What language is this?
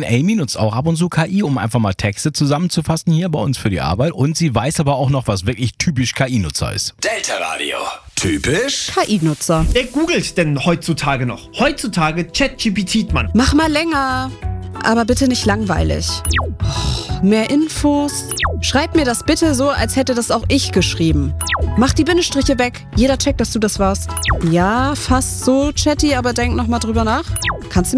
German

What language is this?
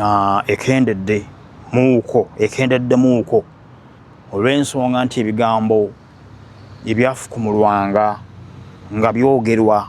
Ganda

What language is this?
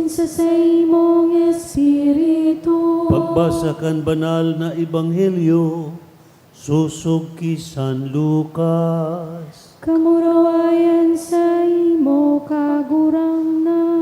Bikol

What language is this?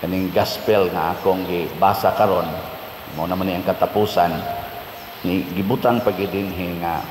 Cebuano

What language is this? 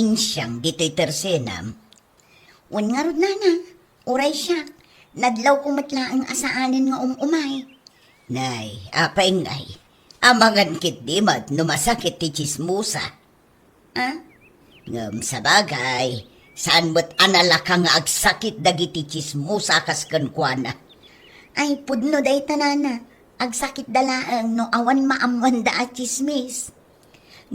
Iloko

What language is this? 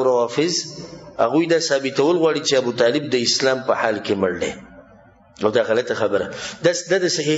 Pashto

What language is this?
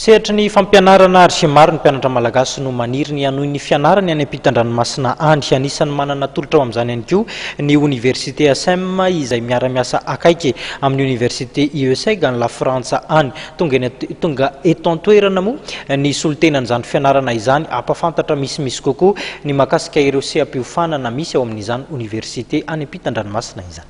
Malagasy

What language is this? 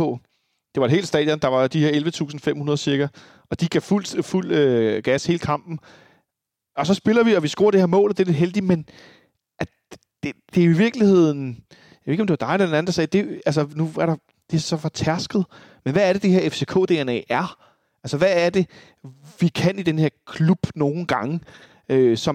Danish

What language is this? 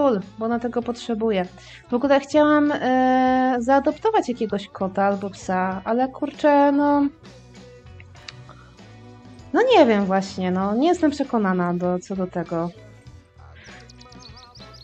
Polish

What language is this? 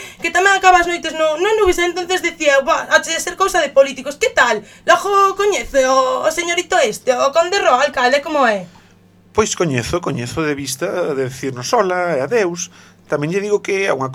Galician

